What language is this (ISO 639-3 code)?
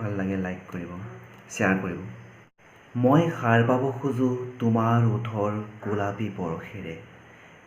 asm